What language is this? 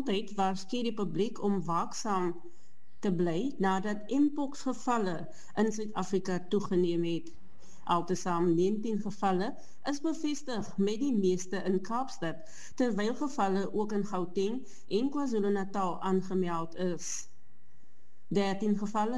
Afrikaans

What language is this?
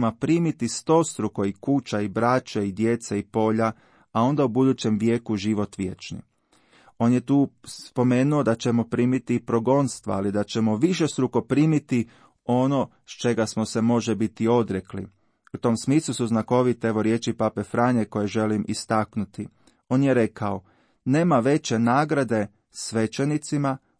Croatian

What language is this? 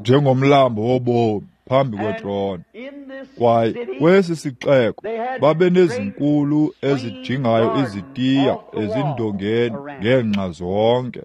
Xhosa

